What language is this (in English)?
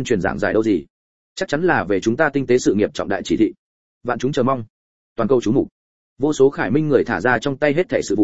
Vietnamese